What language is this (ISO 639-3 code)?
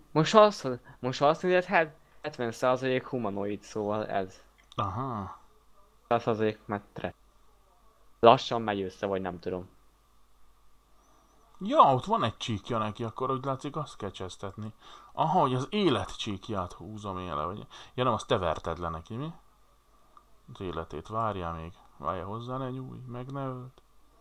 hun